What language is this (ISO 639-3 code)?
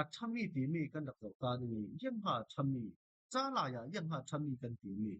cfm